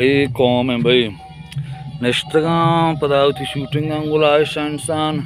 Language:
Baluchi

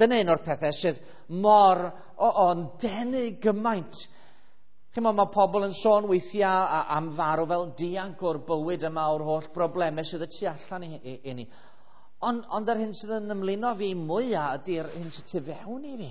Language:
Welsh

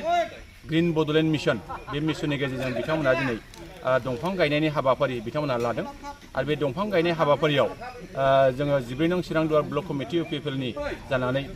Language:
Bodo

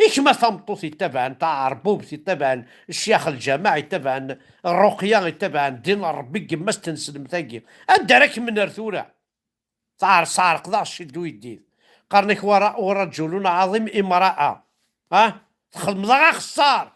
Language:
Kabyle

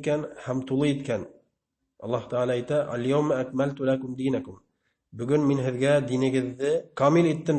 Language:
Bashkir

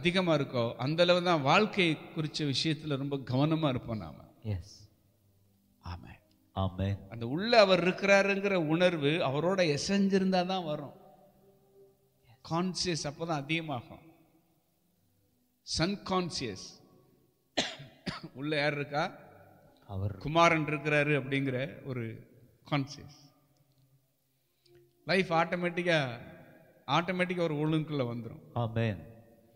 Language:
Tamil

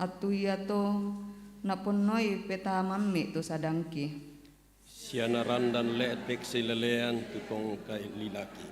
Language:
Toraja-Sa'dan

